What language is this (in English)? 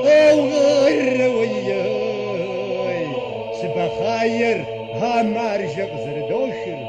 Kabardian